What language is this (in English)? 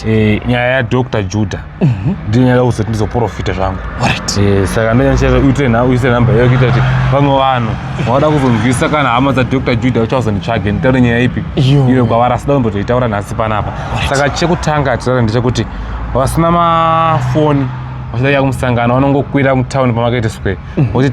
Shona